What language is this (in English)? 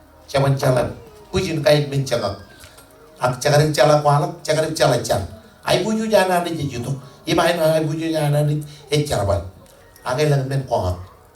Marshallese